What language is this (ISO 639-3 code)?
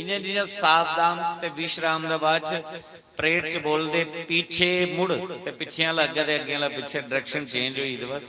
doi